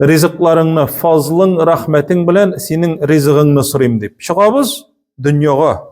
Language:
Tatar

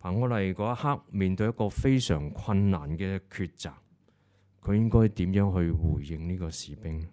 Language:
Cantonese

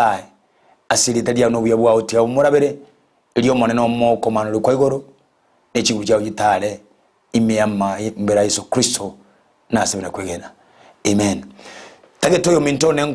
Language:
Gusii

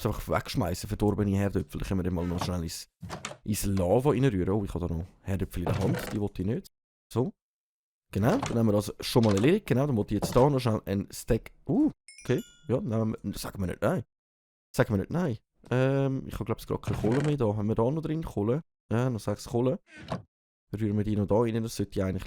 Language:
Swiss German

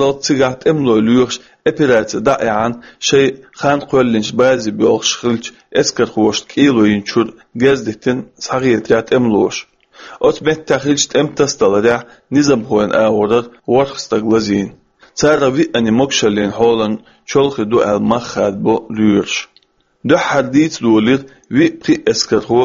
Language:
Chechen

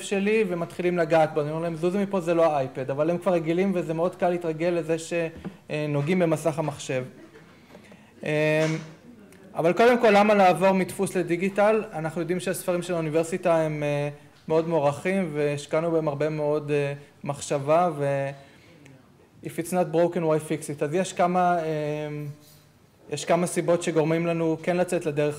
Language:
Hebrew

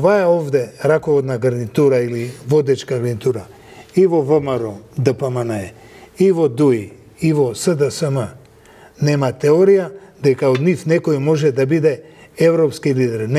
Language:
Macedonian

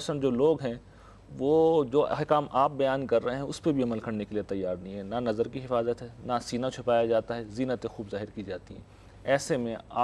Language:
Urdu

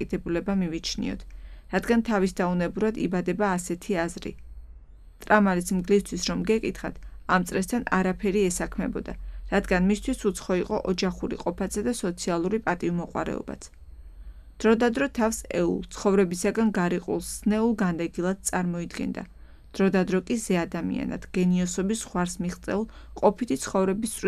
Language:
Georgian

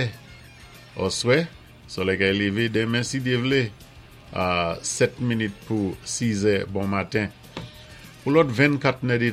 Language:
Saint Lucian Creole French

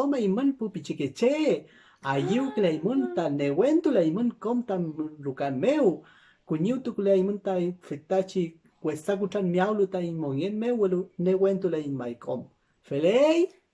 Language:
Mapuche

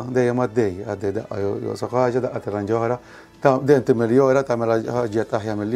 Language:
Maltese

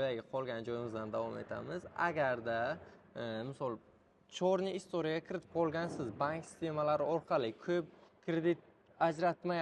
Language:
Uzbek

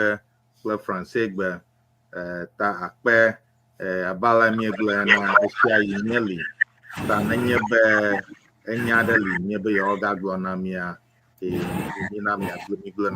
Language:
Ewe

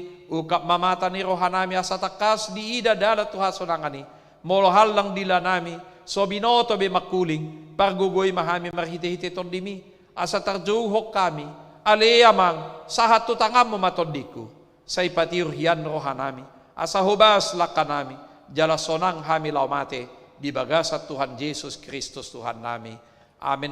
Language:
Batak Toba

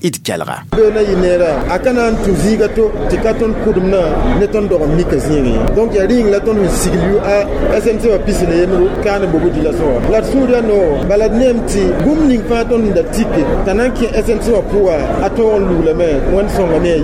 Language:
Mossi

